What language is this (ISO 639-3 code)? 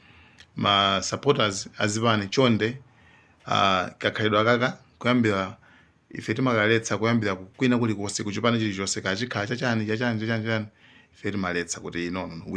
nya